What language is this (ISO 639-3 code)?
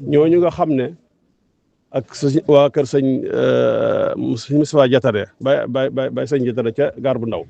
wol